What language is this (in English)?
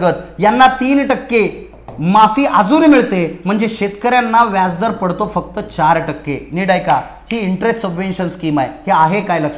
Marathi